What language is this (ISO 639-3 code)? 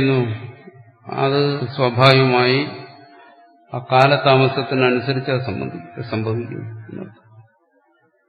mal